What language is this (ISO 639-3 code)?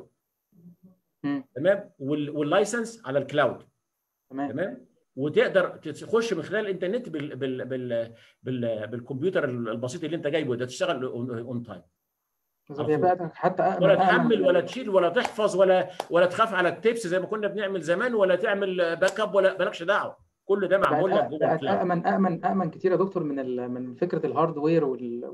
arz